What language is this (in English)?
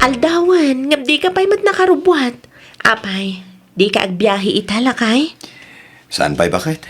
Iloko